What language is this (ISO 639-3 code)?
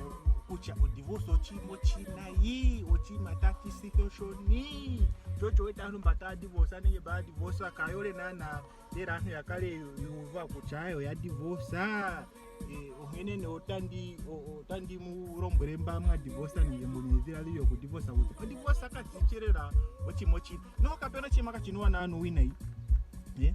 ndo